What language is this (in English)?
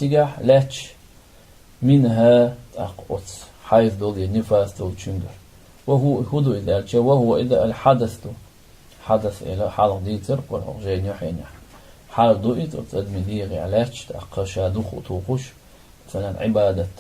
Chechen